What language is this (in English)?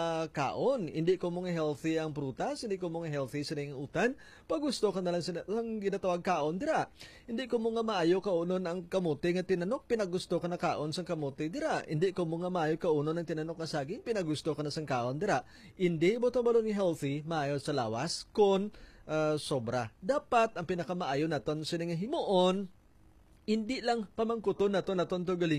Hiligaynon